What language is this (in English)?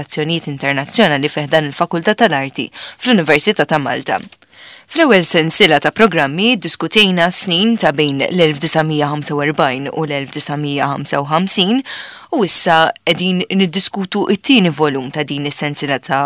Maltese